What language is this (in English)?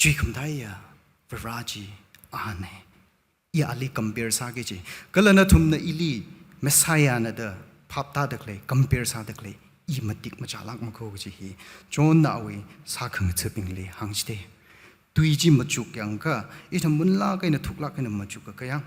Tangkhul Naga (India)